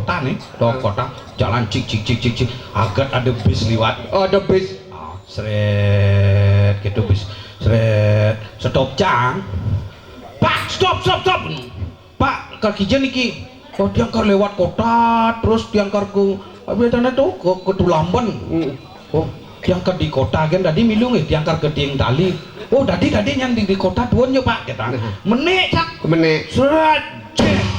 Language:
Balinese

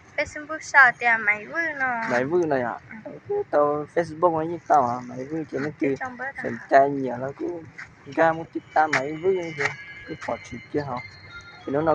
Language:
Hmong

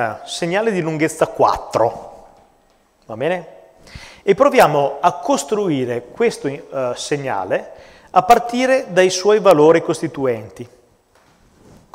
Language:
Italian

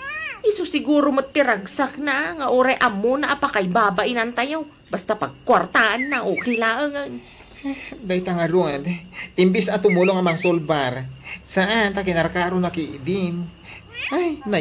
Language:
Iloko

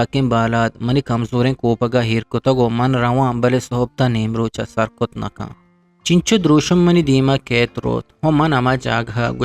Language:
Eastern Balochi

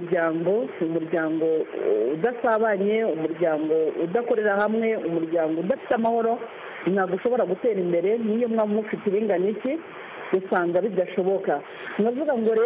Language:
Kinyarwanda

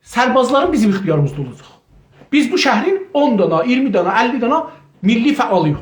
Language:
South Azerbaijani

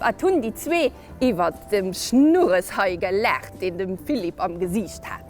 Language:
Luxembourgish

